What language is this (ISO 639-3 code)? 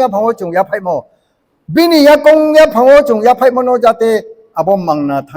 ria